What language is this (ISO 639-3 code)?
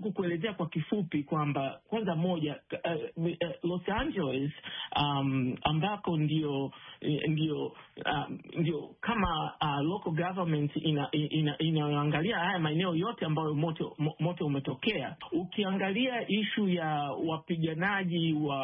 swa